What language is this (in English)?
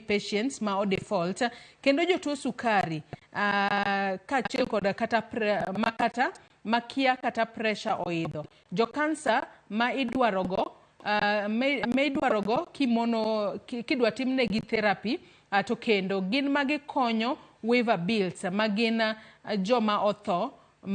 Luo (Kenya and Tanzania)